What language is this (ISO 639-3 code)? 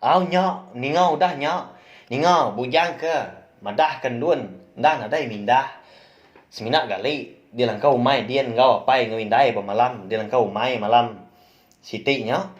iba